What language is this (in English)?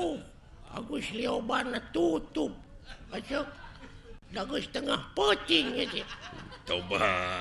Sundanese